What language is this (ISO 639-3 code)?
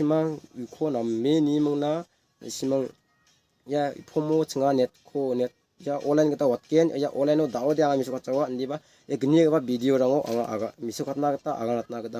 grt